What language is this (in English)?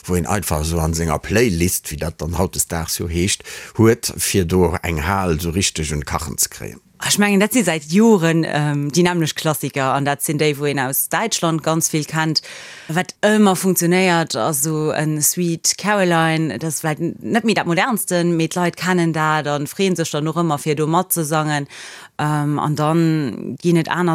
Luxembourgish